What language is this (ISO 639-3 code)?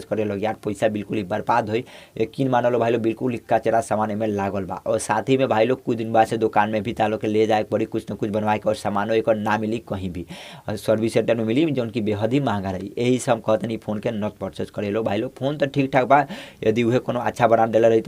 bho